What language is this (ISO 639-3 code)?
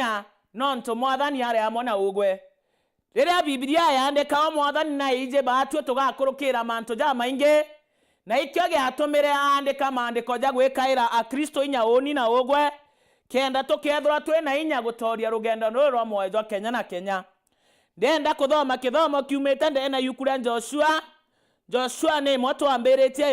mer